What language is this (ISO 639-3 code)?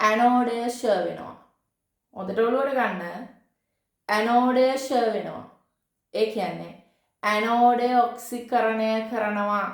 sin